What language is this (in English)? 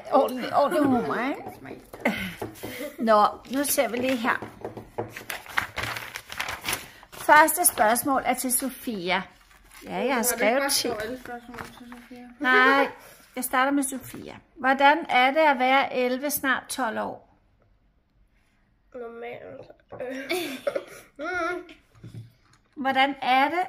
Danish